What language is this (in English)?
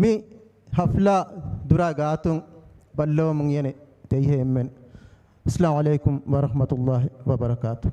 Divehi